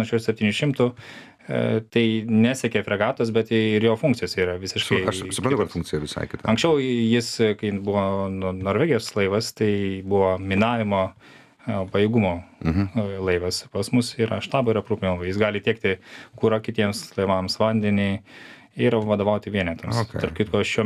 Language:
Lithuanian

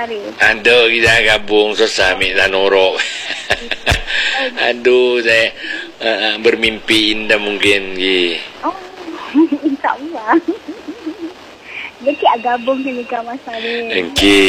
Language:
Madurese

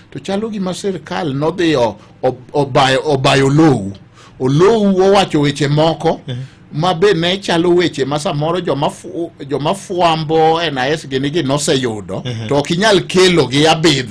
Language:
Luo (Kenya and Tanzania)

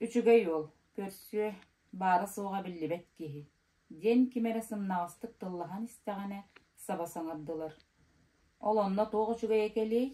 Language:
Yakut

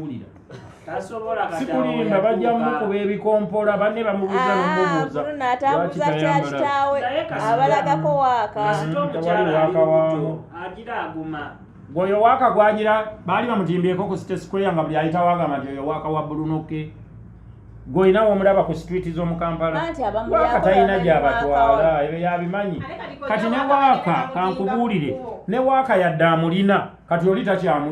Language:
Ganda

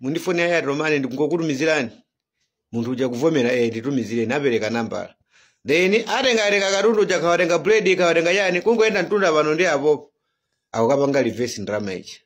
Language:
Nyanja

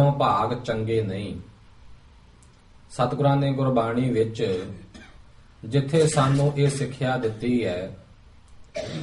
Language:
Punjabi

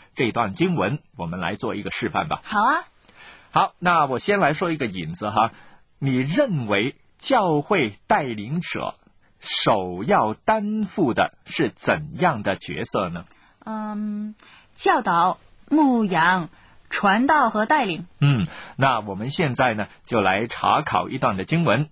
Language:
Chinese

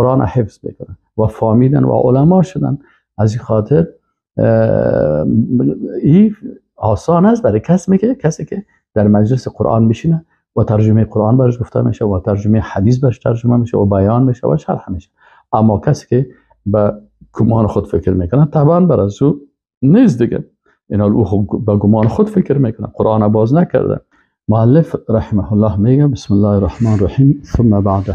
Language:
Persian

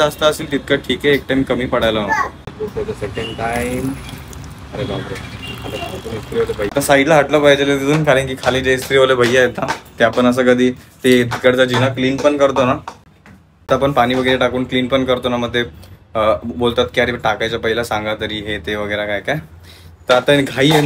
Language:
Marathi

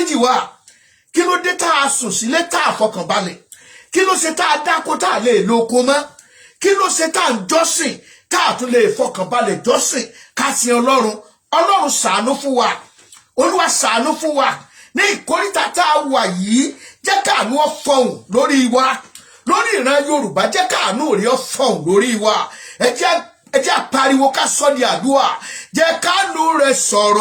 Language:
Yoruba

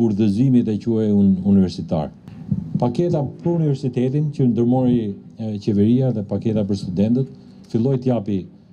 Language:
Albanian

